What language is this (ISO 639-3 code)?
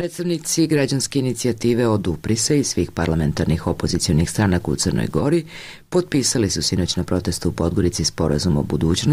srp